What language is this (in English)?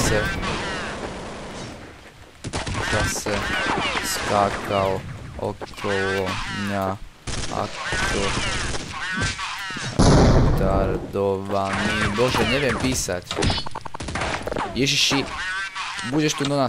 Slovak